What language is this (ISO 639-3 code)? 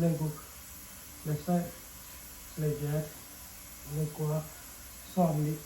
ctd